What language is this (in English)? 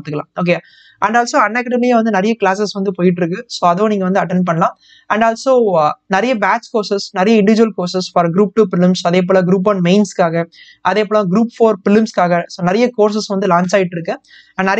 Tamil